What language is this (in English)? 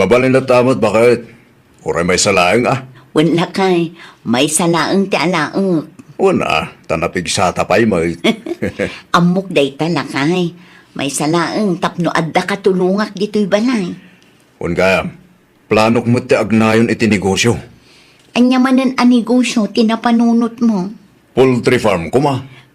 Iloko